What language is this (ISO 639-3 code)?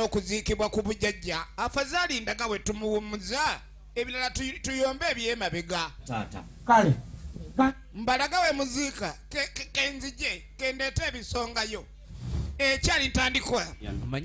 lug